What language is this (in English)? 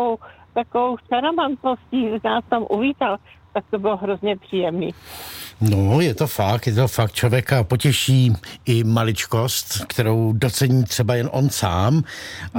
Czech